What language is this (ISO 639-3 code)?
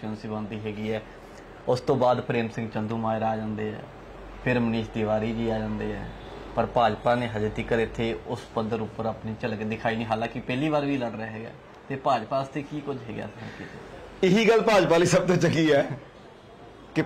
pan